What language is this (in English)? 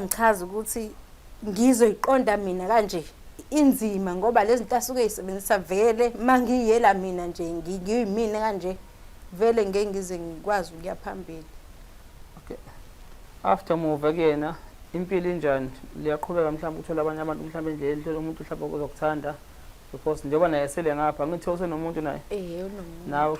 Zulu